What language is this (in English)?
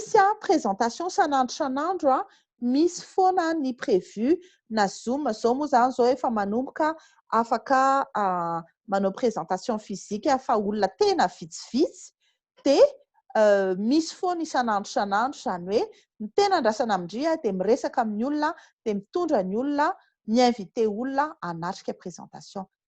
Malagasy